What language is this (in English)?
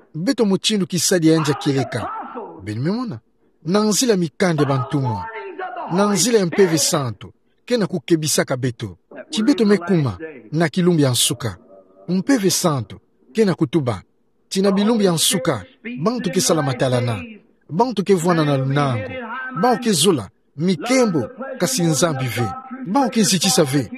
Kituba (Democratic Republic of Congo)